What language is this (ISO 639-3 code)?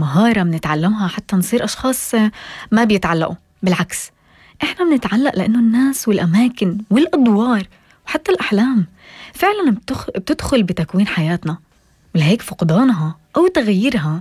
apc